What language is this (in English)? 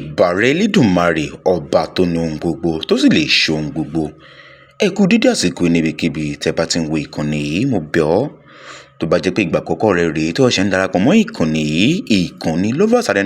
Yoruba